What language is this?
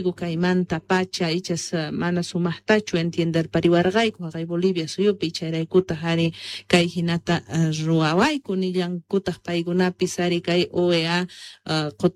Quechua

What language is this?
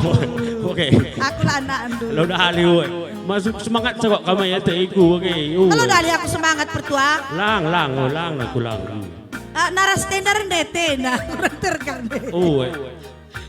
Batak Karo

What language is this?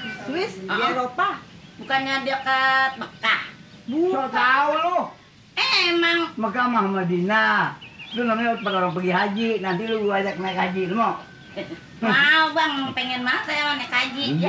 Betawi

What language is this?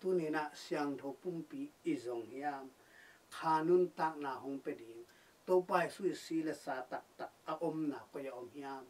Tedim Chin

